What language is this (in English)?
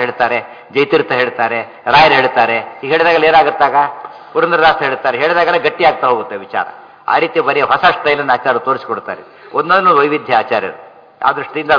Kannada